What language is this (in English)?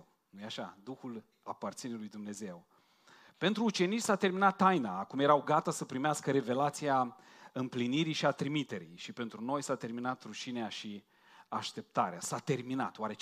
Romanian